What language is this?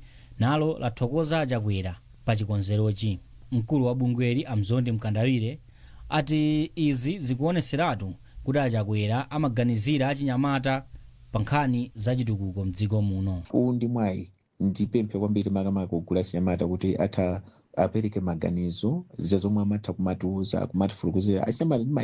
Nyanja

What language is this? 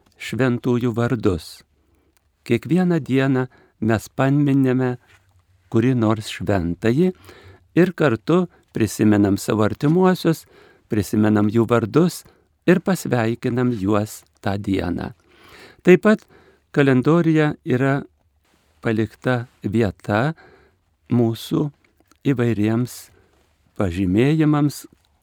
Lithuanian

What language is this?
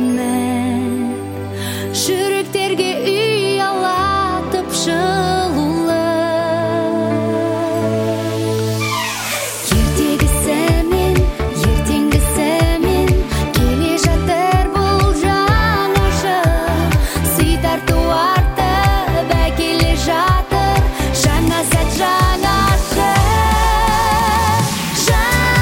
Kazakh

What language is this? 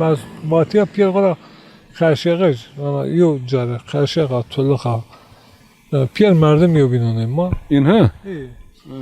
Zaza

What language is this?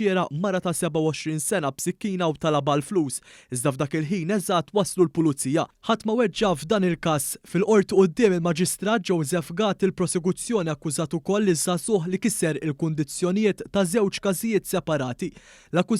Maltese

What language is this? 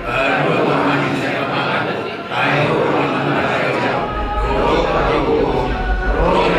Batak Toba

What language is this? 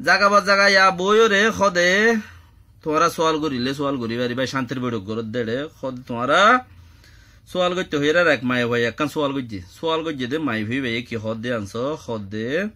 Rohingya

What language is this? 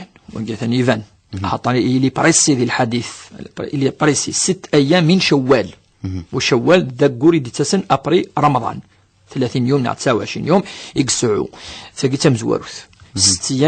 Kabyle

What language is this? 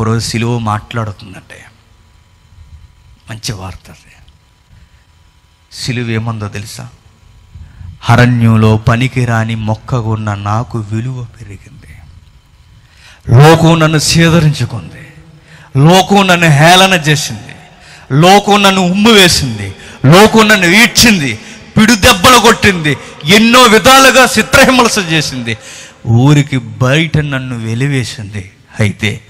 Telugu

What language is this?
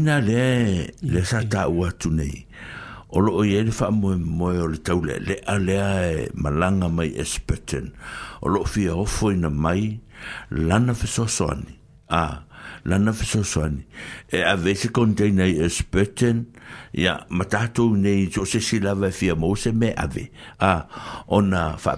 Samoan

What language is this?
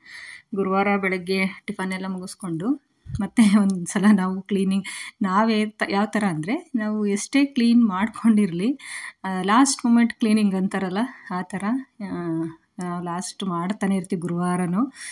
Kannada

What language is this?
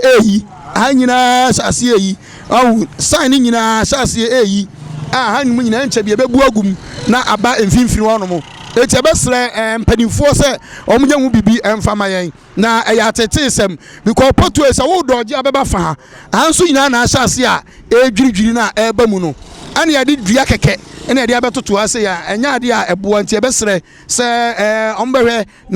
Akan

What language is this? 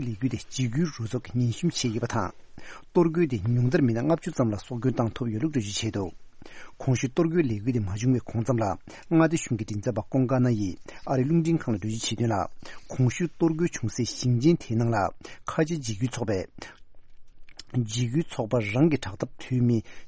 Tibetan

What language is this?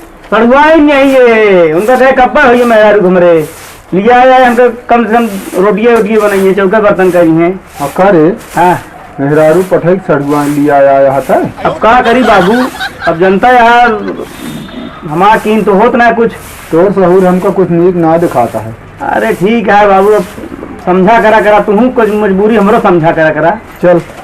Awadhi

